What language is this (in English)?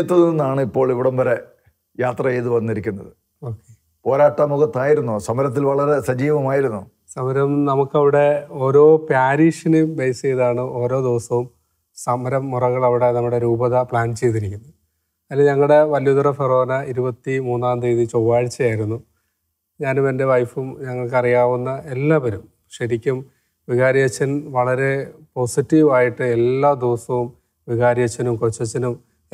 Malayalam